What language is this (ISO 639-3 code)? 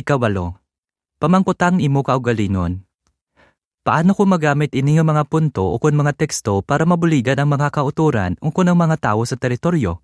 hil